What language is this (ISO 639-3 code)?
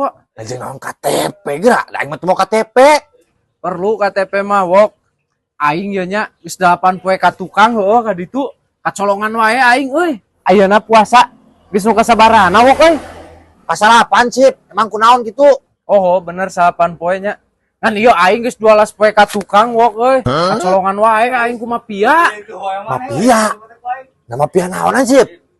sun